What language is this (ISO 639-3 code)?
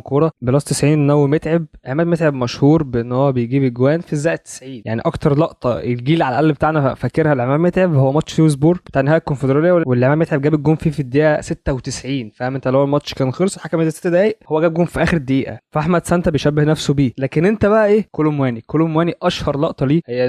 arz